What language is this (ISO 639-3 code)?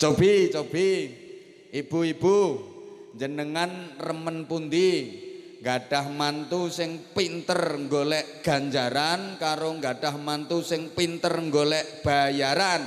jav